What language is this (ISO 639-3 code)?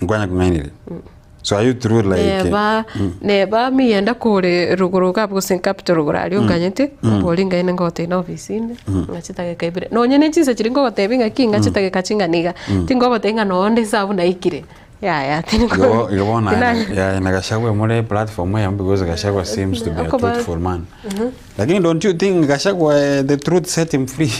guz